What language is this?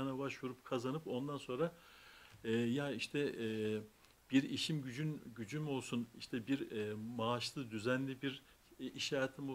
Turkish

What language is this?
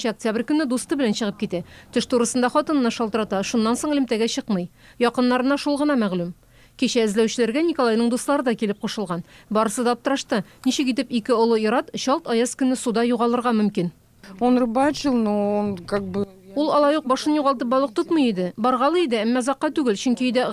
Tatar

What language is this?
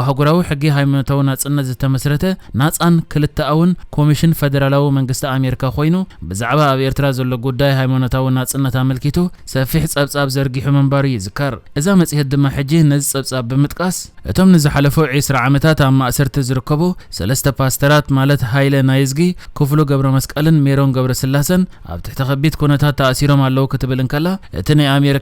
Tigrinya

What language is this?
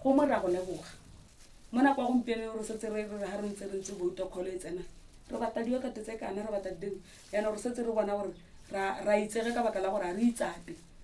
Tswana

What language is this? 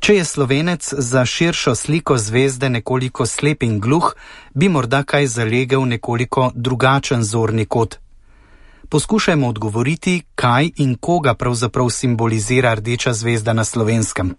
Slovenian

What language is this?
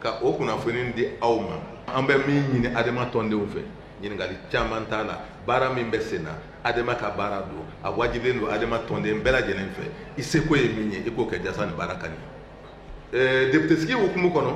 Bambara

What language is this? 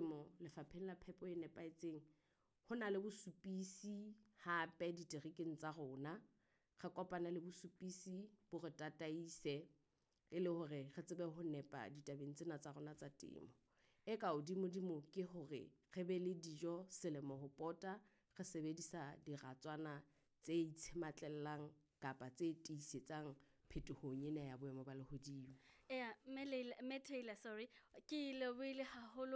Southern Sotho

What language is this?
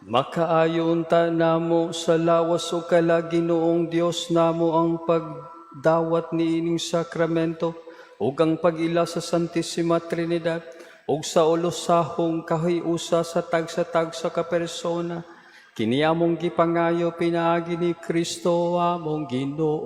Cebuano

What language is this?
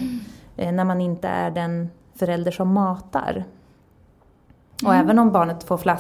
Swedish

